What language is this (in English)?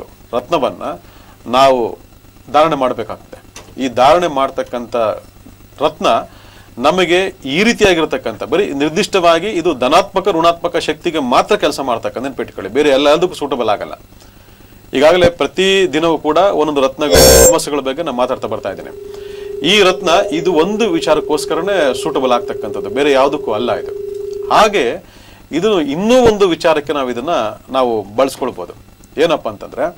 Kannada